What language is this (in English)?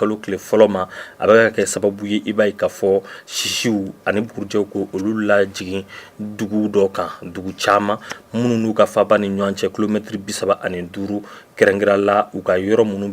Bambara